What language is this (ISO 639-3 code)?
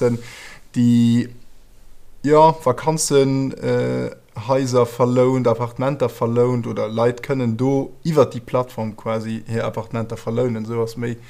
ltz